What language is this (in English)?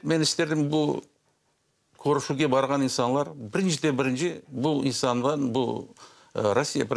Crimean Tatar